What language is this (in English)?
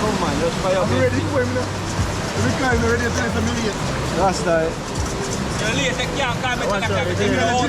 Jamaican Creole English